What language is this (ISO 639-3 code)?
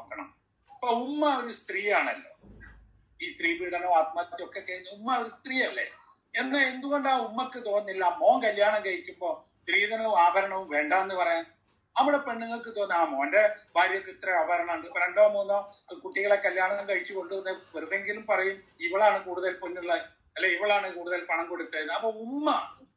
mal